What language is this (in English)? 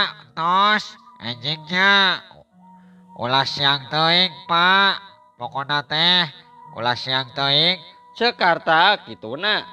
Sundanese